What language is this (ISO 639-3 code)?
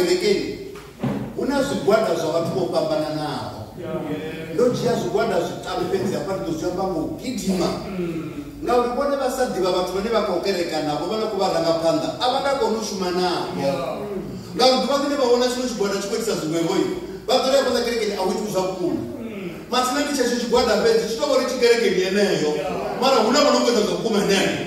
ven